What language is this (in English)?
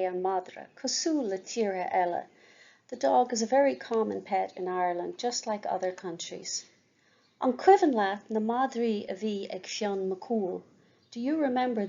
Irish